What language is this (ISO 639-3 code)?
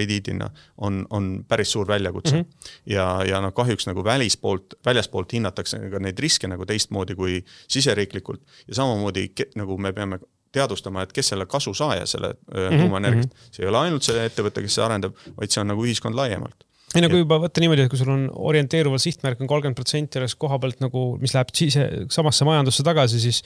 est